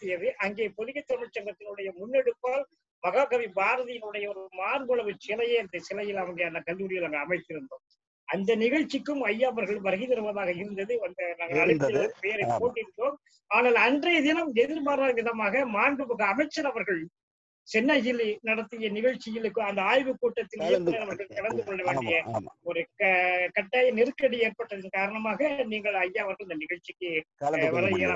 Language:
Tamil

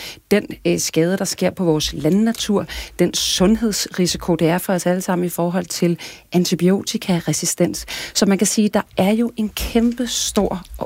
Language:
Danish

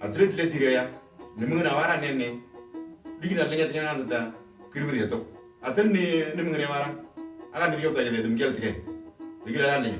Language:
Moro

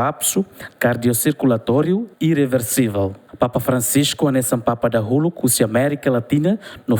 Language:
Tetum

